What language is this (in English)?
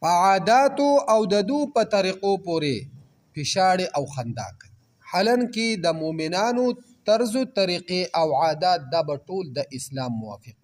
Pashto